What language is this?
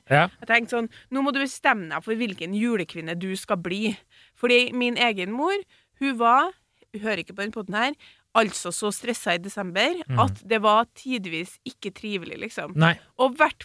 Norwegian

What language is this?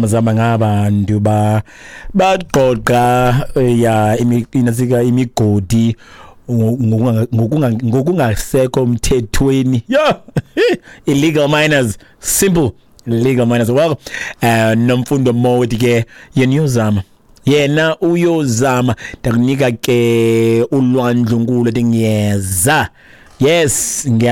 Xhosa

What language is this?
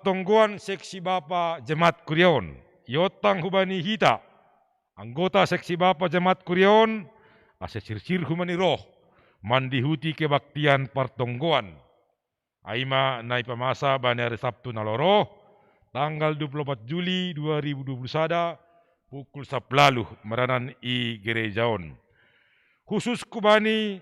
Batak Simalungun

